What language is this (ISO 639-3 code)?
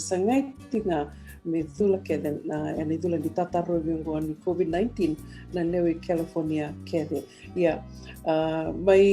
fij